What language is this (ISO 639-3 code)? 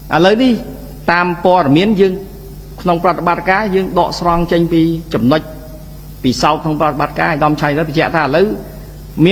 khm